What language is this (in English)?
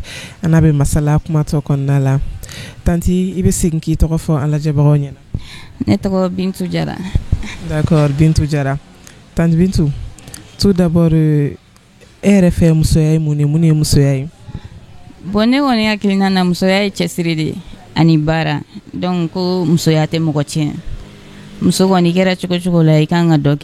Bambara